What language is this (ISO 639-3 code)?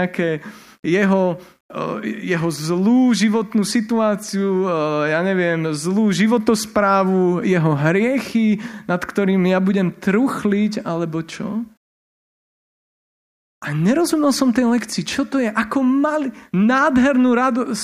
slk